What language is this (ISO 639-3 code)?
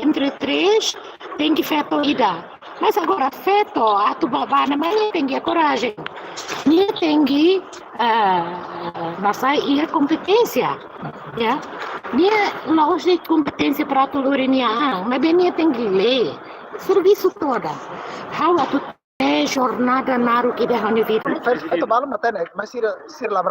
tet